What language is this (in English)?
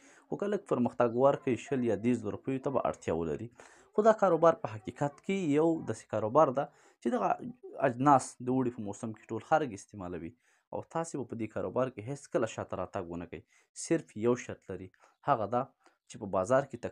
Pashto